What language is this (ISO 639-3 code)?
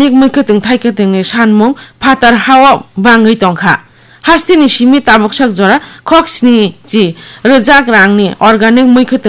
trp